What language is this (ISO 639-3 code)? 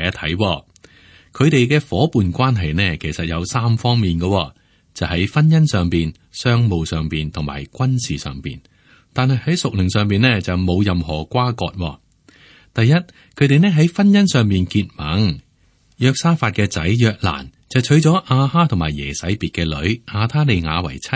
yue